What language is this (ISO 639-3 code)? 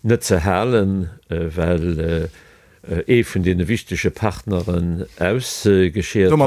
ltz